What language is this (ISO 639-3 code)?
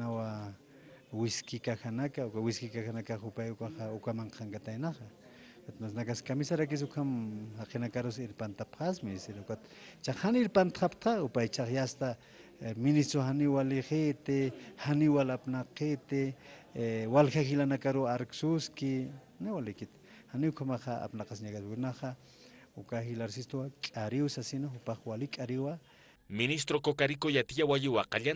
aym